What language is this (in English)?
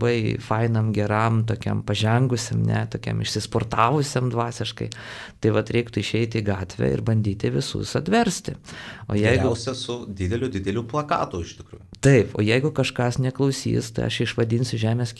Lithuanian